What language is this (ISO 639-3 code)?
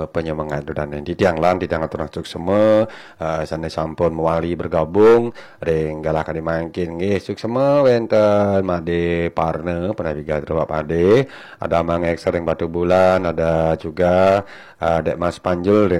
ban